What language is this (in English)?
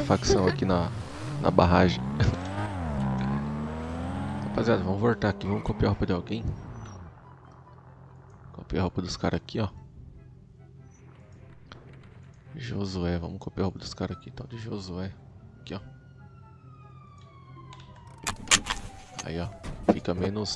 Portuguese